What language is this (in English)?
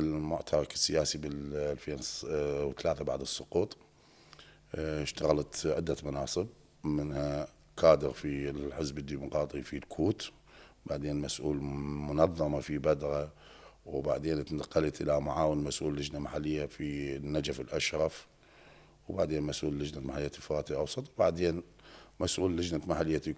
Mesopotamian Arabic